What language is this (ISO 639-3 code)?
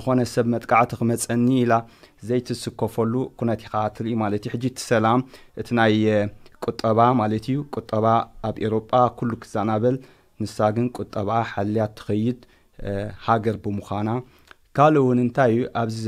tir